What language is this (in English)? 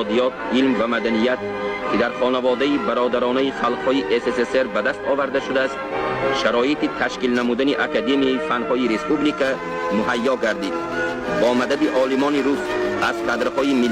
Tajik